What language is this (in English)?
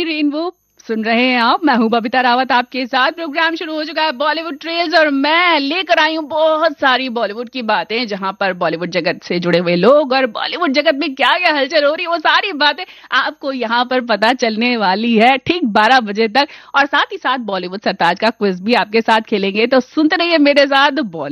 Hindi